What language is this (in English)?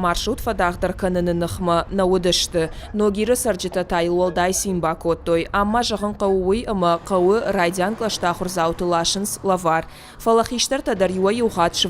Ossetic